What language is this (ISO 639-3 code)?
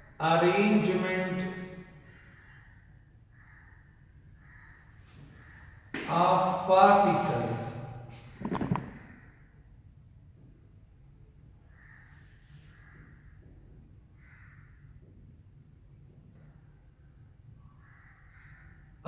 hin